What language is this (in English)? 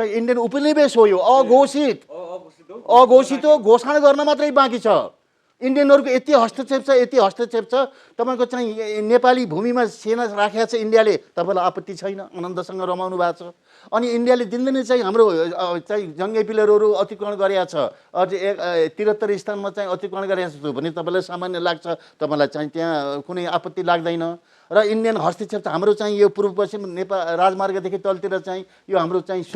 Nepali